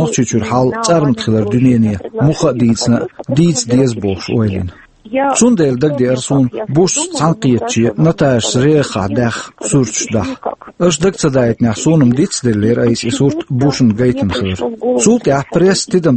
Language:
Chechen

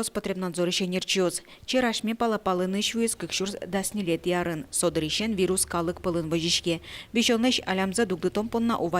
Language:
Udmurt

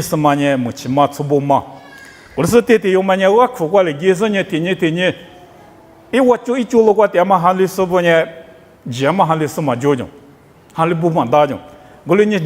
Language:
Lisu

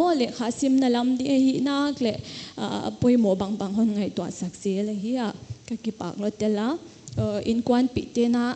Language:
Paite Chin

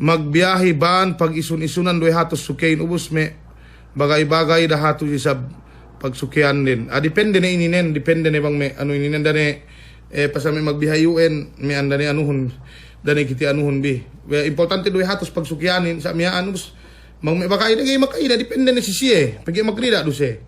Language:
Yakan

